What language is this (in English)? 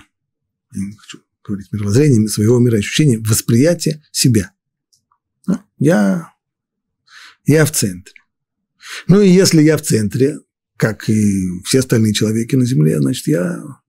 Russian